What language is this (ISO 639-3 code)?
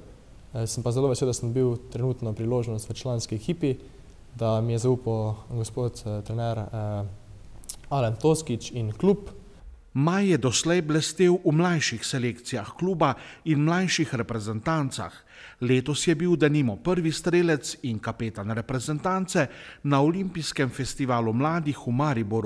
slv